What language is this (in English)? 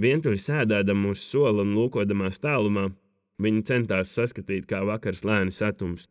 Latvian